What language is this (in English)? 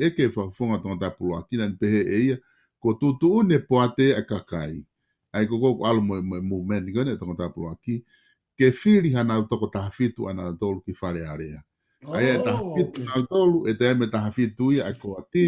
Tongan